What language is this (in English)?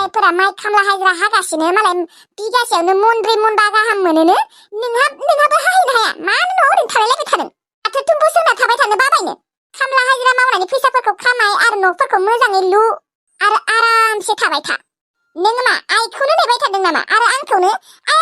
Bodo